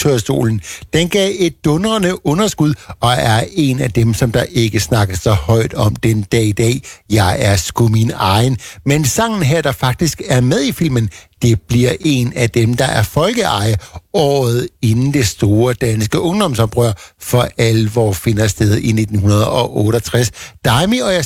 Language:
Danish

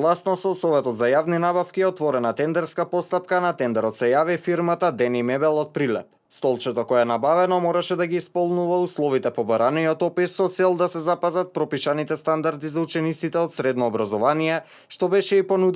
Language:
Macedonian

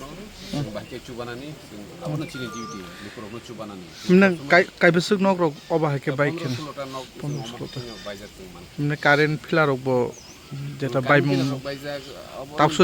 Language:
Kok Borok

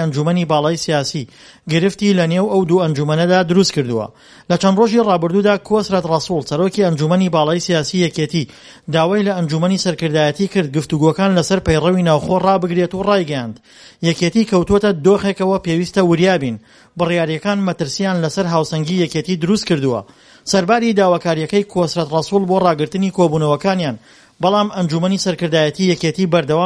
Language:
Central Kurdish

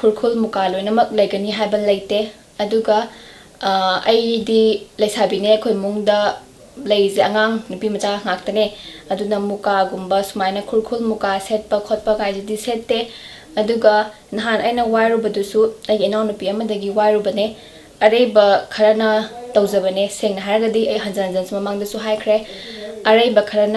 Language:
Manipuri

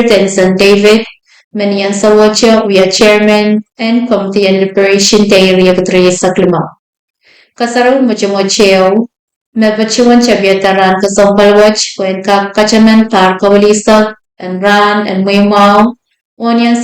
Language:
Pohnpeian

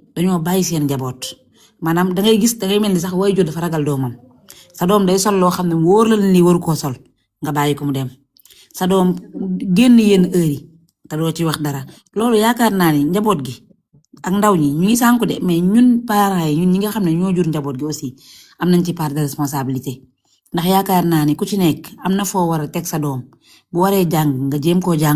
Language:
Wolof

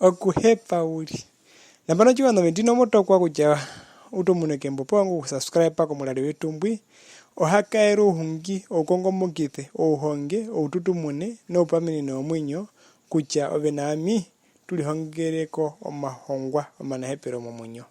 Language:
Herero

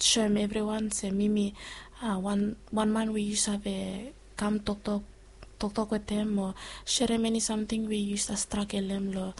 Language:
Bislama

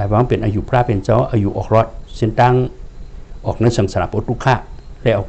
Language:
Shan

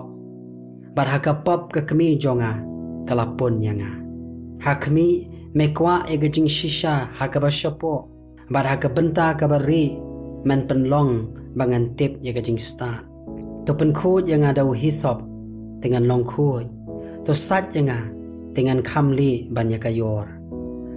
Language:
Khasi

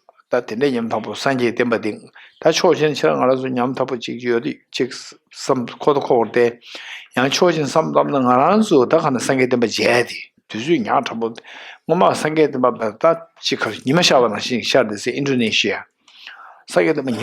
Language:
Tibetan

